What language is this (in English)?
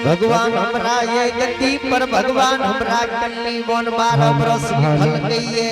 Angika